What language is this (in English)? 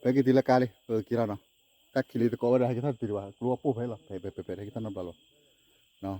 S'gaw Karen